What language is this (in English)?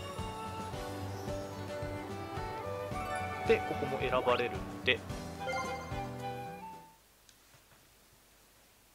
Japanese